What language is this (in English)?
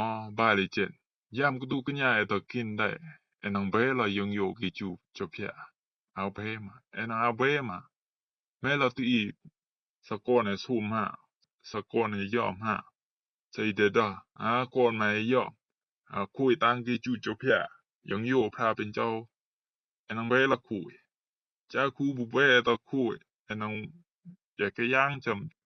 Rumai Palaung